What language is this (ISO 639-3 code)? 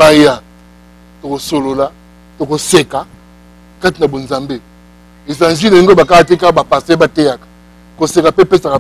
lin